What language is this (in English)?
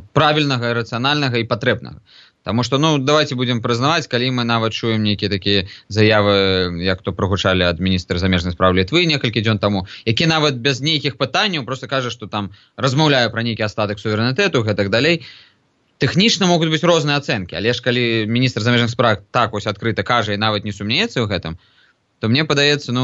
Belarusian